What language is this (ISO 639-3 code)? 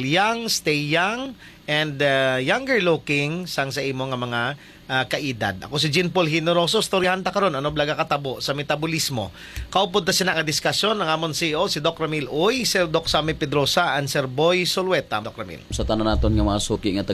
hil